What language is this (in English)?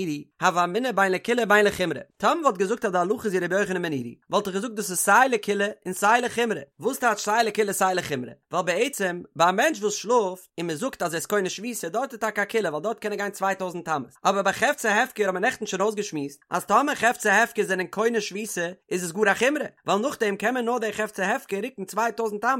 Yiddish